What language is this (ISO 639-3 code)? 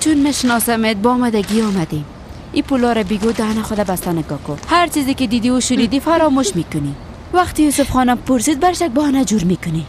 fas